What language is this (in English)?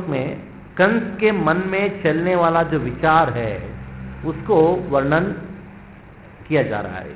Hindi